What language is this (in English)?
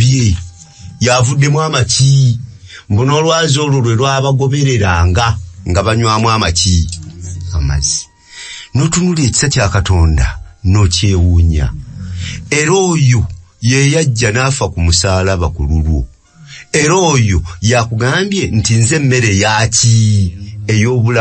Ganda